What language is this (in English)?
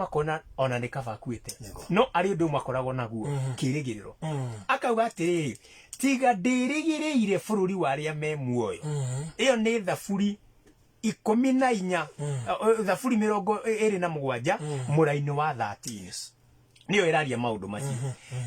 Kikuyu